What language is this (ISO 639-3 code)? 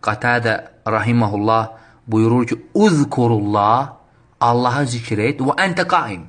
aze